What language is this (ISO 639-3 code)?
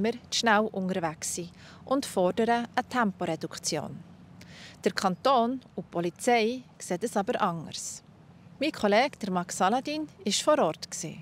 gsw